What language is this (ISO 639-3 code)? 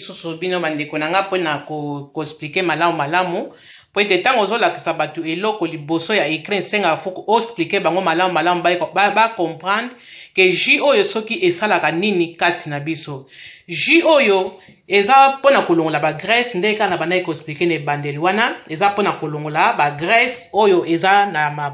lin